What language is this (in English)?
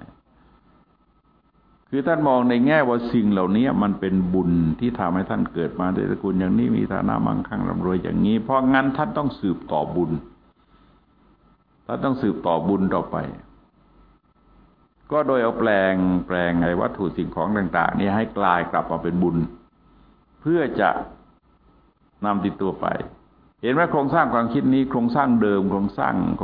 Thai